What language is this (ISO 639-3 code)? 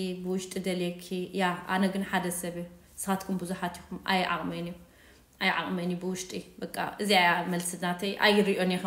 tir